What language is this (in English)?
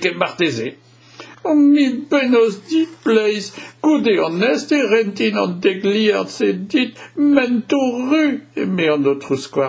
Breton